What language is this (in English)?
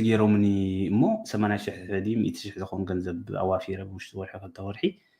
Tigrinya